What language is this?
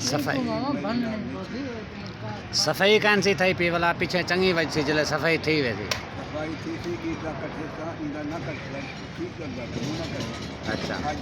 Saraiki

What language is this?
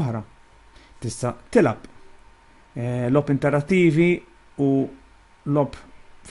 Maltese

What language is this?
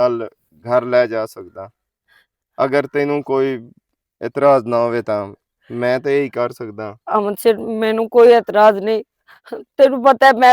Western Panjabi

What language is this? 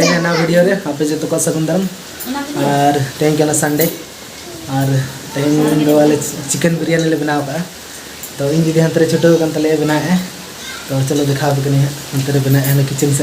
Santali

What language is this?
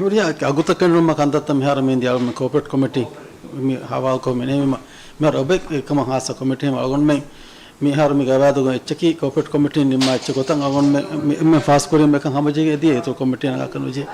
Divehi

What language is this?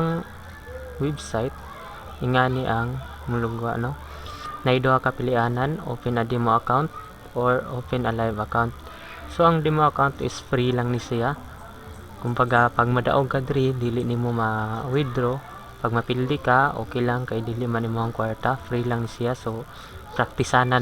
Cebuano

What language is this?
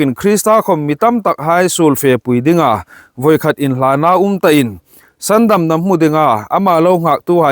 Hmar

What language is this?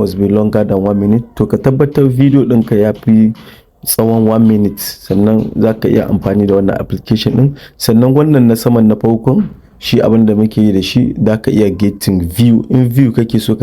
Hausa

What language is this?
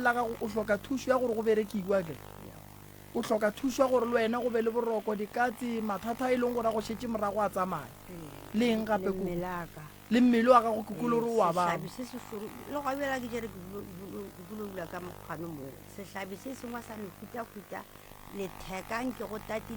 Northern Sotho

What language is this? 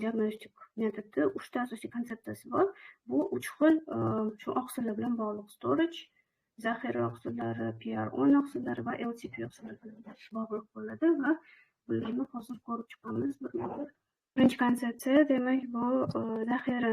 Uzbek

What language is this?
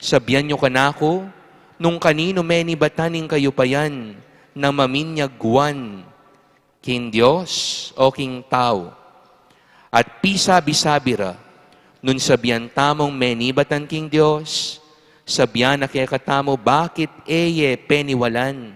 Pampanga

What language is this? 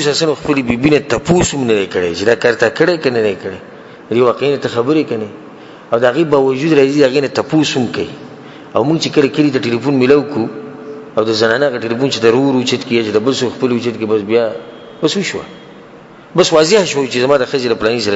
Pashto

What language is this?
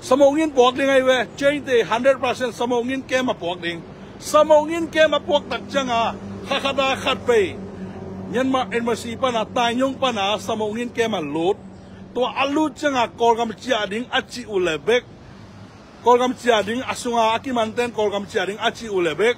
Tedim Chin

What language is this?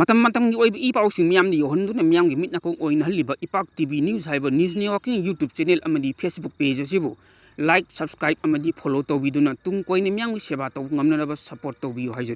Manipuri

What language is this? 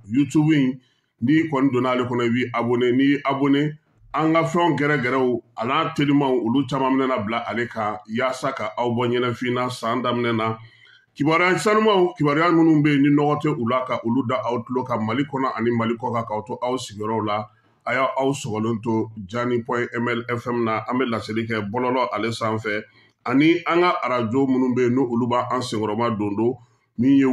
Bambara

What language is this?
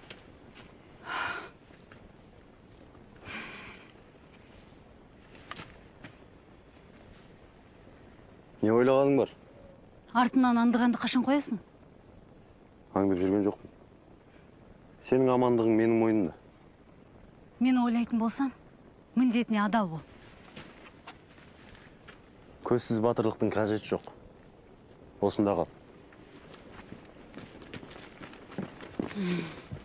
Kazakh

